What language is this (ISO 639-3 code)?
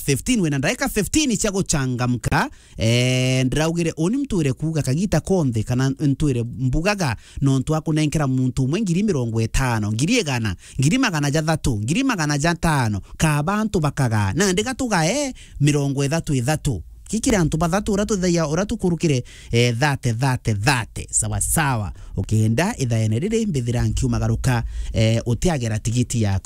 mer